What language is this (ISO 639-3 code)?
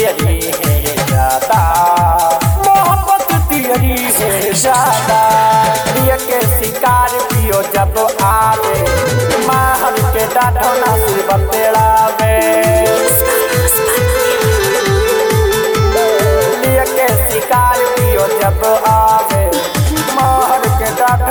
bho